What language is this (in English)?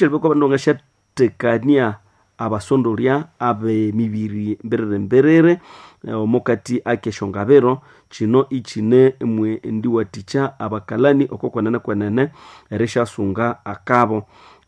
Nande